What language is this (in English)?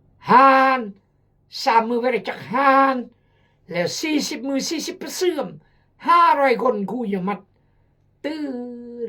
Khmu